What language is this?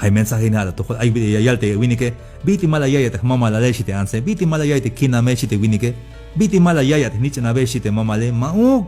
Tzeltal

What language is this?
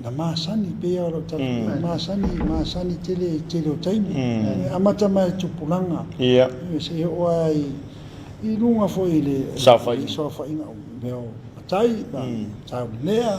Samoan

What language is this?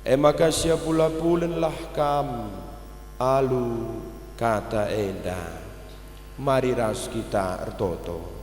Batak Karo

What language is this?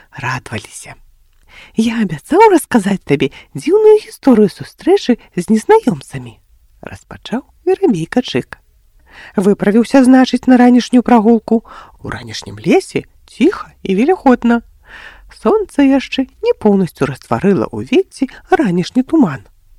Belarusian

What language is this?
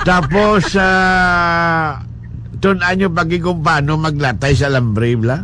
Hiligaynon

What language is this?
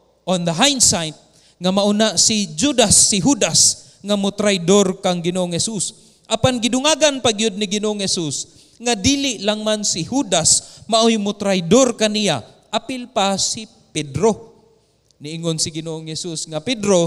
Cebuano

